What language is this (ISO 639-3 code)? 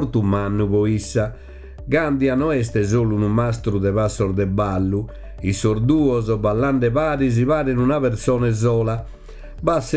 srd